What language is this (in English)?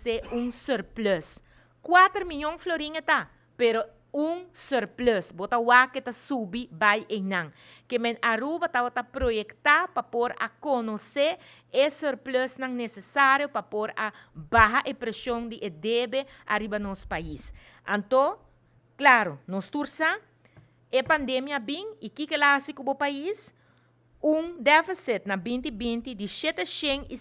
Papiamento